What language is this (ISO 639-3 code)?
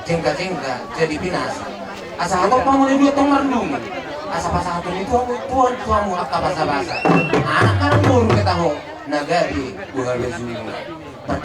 bbc